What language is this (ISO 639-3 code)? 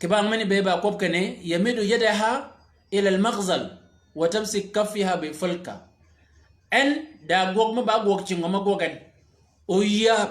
shk